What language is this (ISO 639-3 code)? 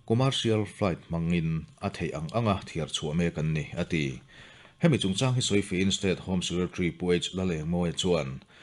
lus